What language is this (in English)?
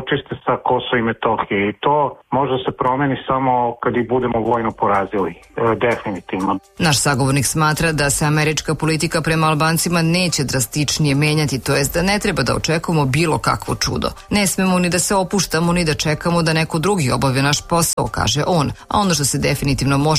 Serbian